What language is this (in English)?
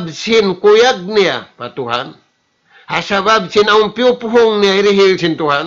Tausug